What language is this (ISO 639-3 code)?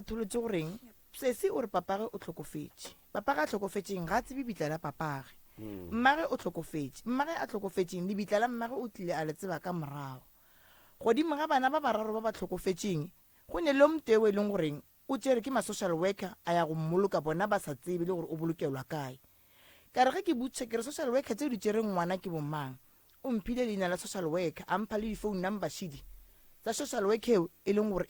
nso